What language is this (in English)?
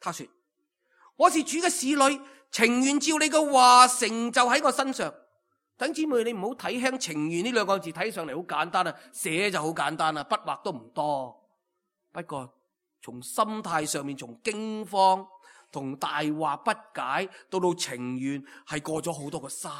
Cantonese